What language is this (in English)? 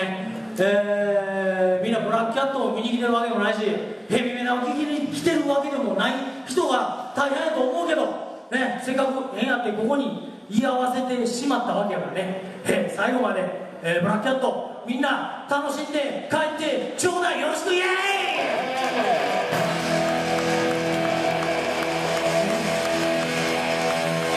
Japanese